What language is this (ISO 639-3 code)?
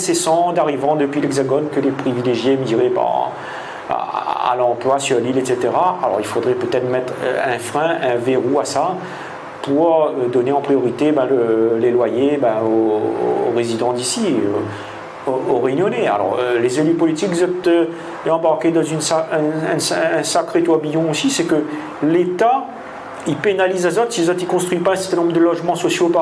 rcf